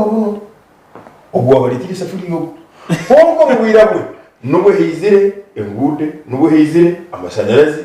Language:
Nyankole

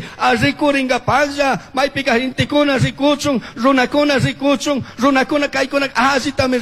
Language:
Chimborazo Highland Quichua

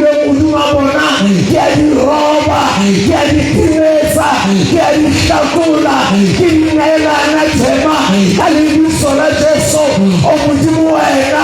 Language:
Southern Sotho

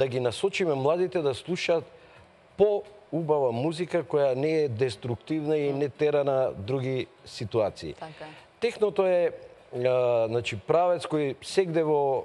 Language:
Macedonian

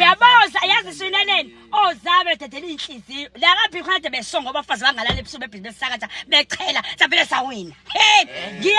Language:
Zulu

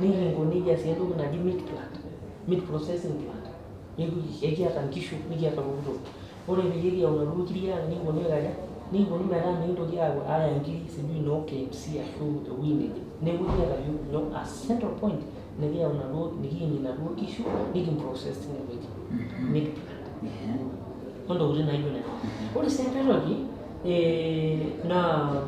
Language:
Masai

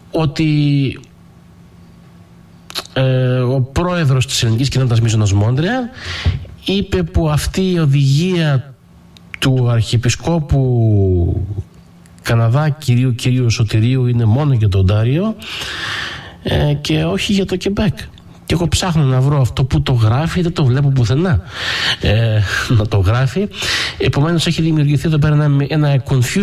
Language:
Greek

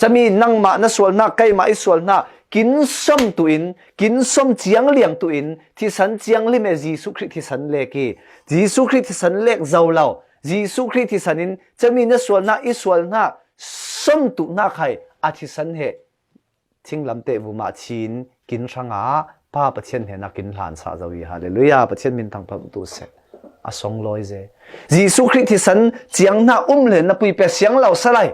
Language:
Falam Chin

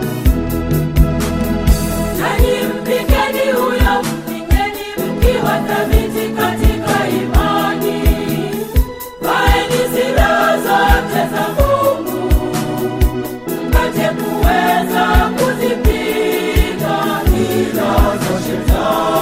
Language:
Swahili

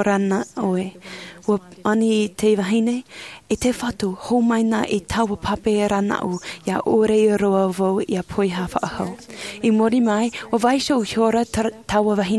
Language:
Tahitian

